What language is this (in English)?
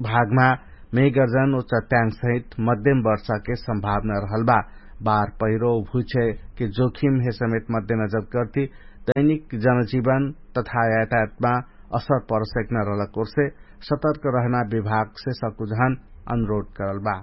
Dangaura Tharu